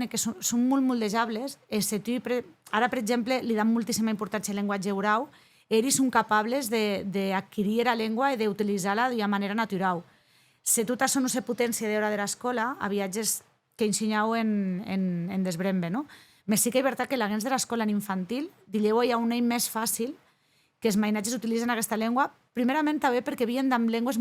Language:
Occitan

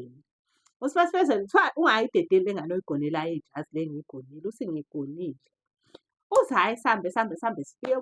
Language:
Zulu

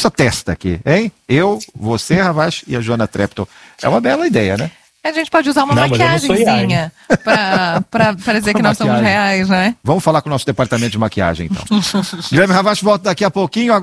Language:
Portuguese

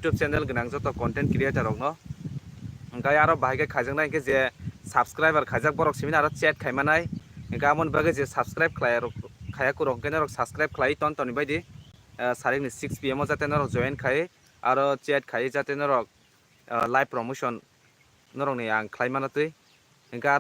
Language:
Kok Borok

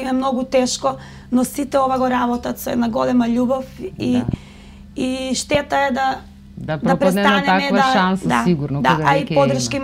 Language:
Macedonian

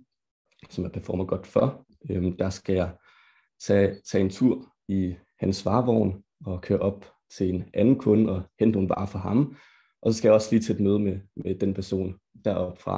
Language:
Danish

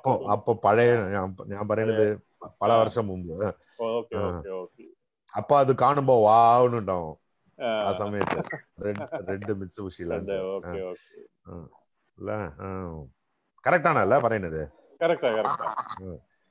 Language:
Malayalam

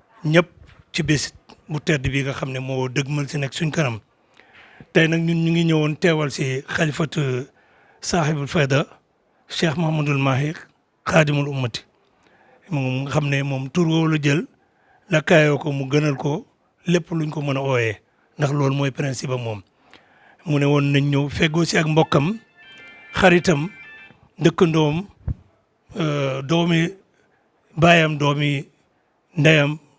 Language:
Wolof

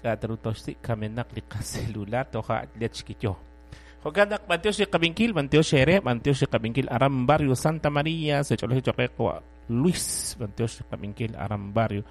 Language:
Kekchí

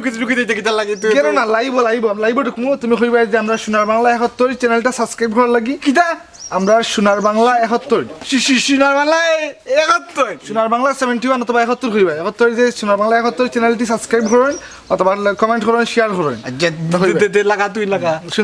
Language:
Sylheti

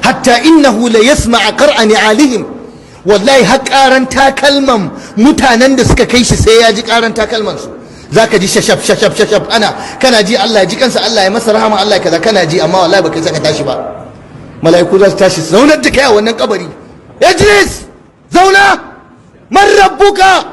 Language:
Hausa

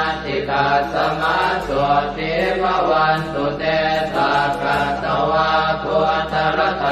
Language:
Pali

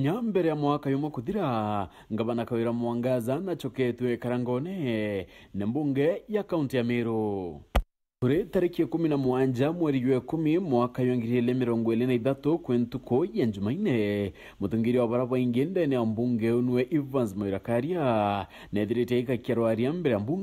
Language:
Meru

